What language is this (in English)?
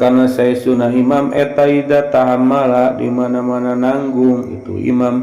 Sundanese